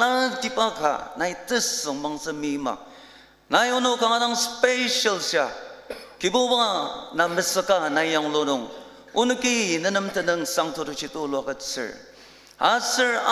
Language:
Ao Naga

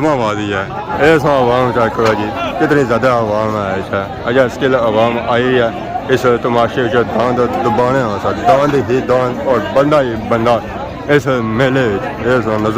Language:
Pahari-Potwari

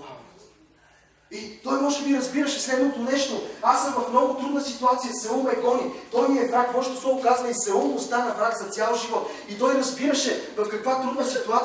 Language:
Bulgarian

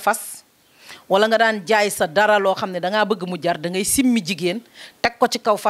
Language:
Wolof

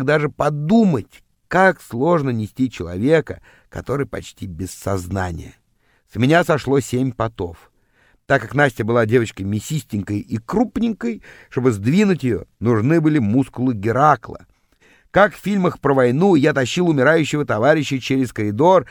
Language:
Russian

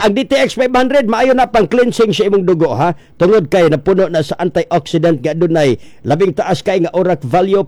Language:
Cebuano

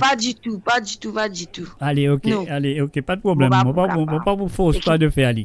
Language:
Morisyen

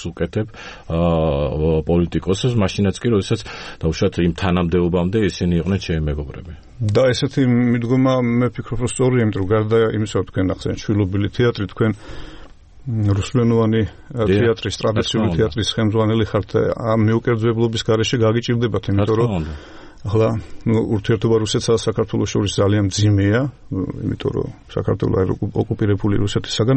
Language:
Georgian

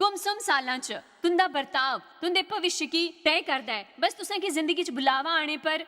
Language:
Dogri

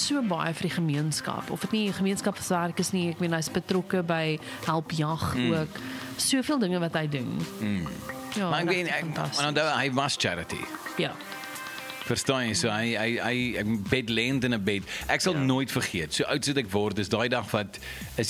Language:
Afrikaans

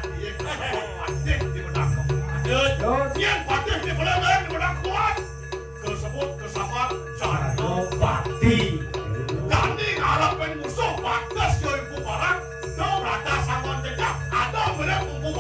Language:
Balinese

